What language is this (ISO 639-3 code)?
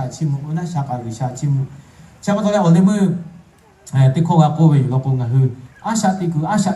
lhu